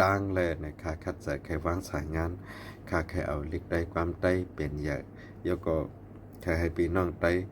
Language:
Shan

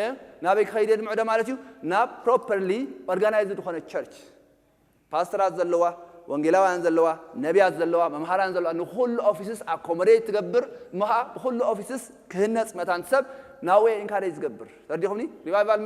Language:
Tigrinya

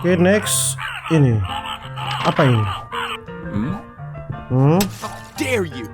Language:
Manado Malay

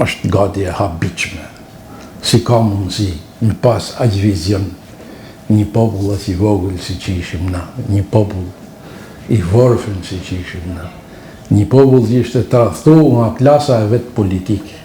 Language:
Albanian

